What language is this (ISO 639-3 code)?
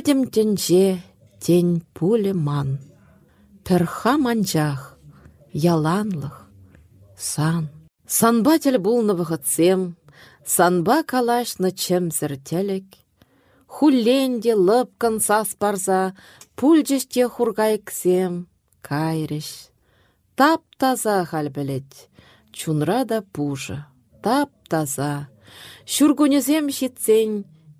chv